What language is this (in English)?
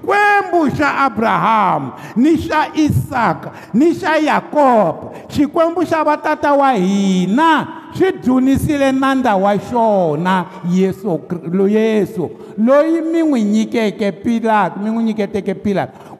Tsonga